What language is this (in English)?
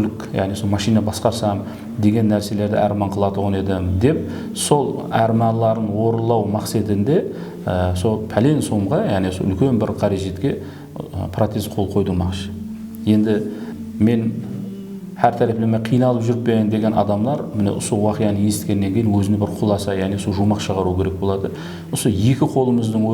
Kara-Kalpak